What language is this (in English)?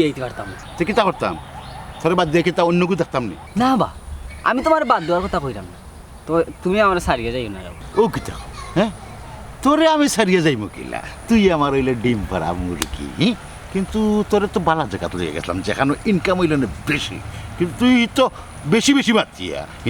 Sylheti